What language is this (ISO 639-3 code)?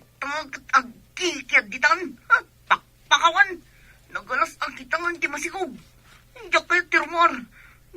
ilo